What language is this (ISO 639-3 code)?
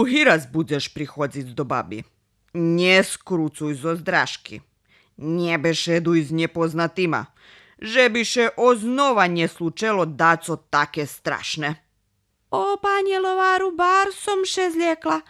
rue